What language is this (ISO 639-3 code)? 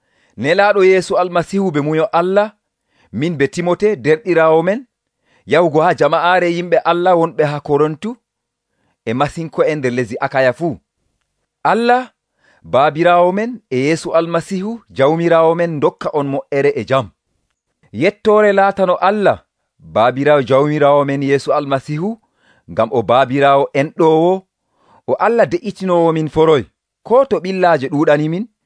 fuv